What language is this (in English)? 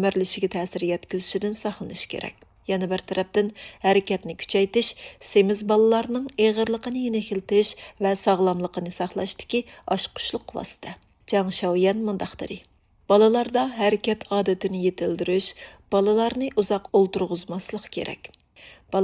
Uyghur